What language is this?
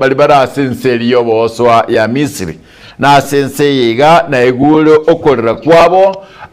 Gusii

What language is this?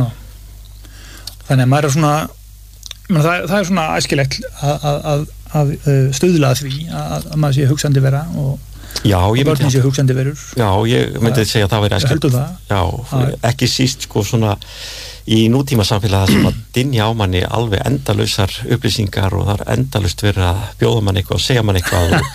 Icelandic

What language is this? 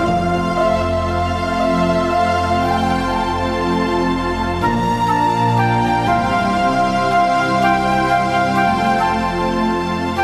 Konkani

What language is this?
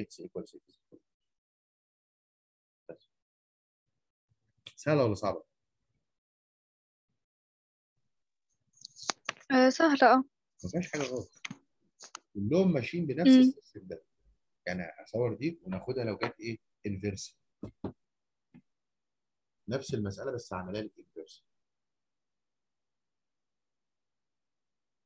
Egyptian Arabic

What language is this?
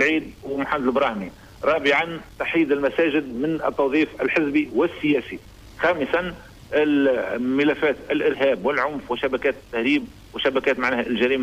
Tunisian Arabic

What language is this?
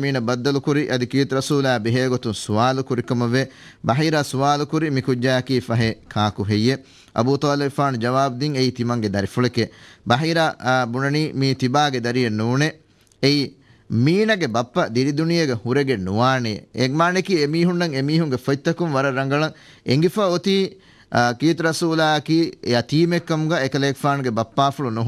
Divehi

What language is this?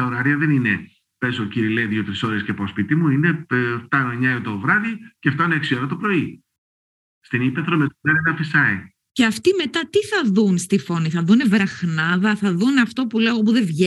Greek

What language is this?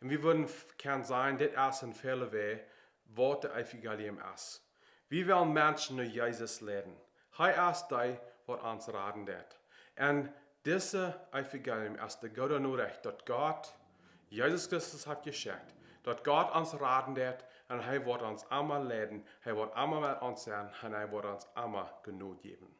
Plautdietsch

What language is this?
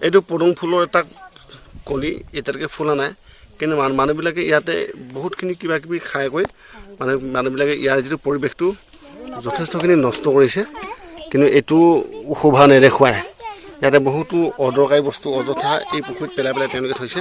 Assamese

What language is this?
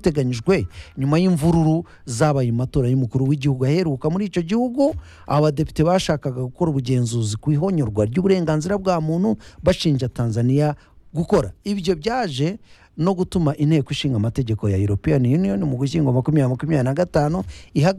Kinyarwanda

